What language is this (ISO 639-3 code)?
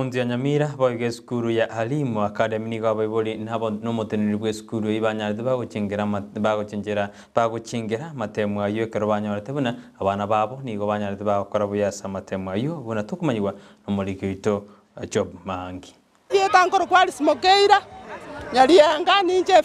guz